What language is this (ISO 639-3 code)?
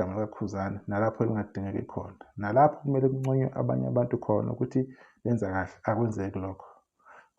zul